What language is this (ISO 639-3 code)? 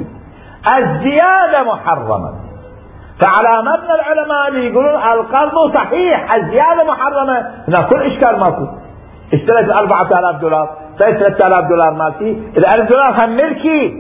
acm